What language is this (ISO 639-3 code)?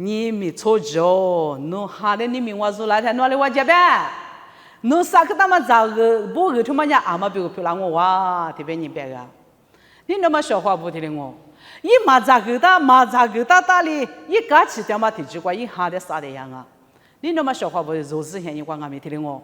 lis